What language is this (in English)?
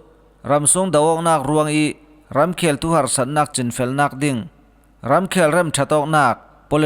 Falam Chin